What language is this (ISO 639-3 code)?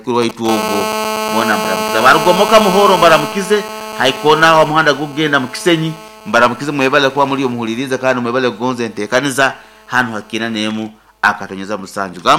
nyn